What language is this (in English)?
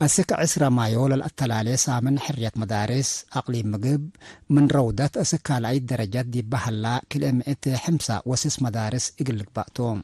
Tigre